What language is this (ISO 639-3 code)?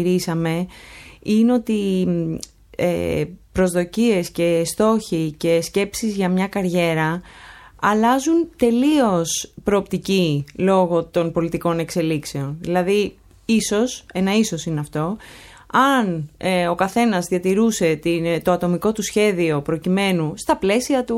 ell